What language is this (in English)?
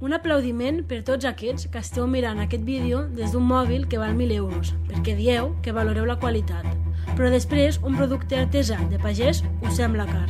Catalan